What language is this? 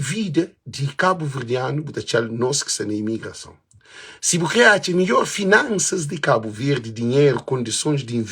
Kabuverdianu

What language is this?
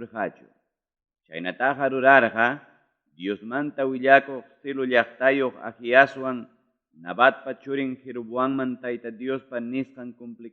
Ayacucho Quechua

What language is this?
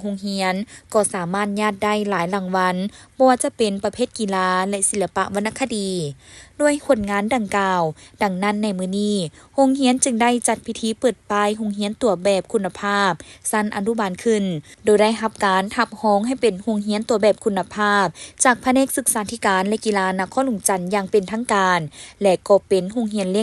Lao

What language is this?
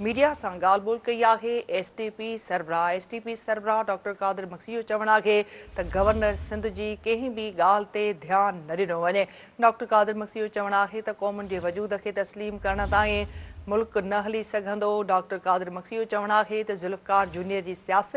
Sindhi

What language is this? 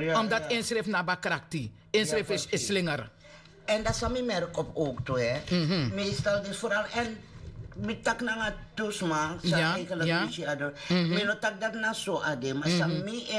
Sranan Tongo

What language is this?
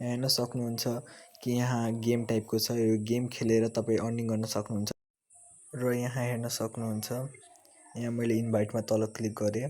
Nepali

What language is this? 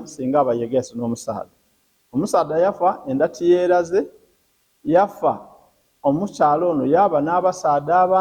Ganda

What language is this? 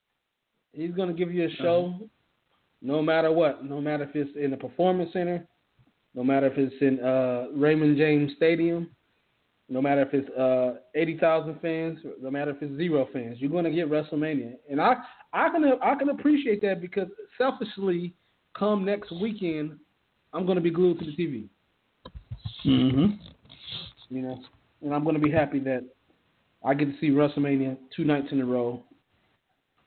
English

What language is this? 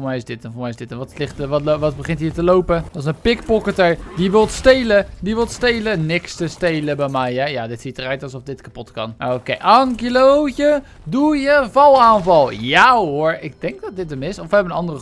Dutch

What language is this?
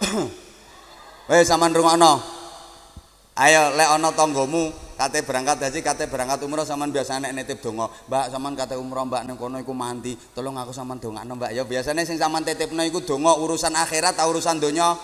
Javanese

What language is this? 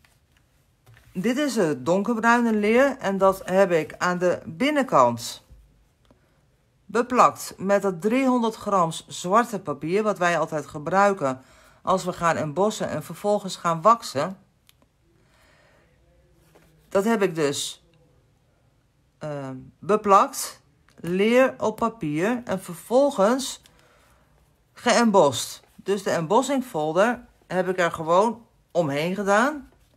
Dutch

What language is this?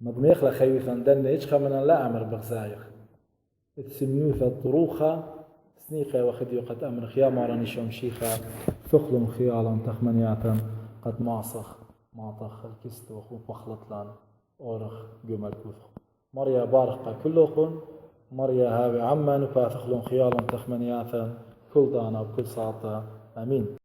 Assyrian Neo-Aramaic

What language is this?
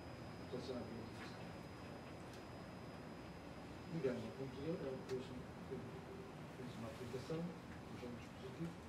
Portuguese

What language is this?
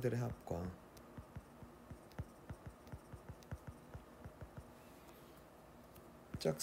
Korean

